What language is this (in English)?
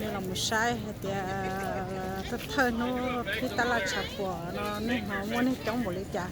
Hmong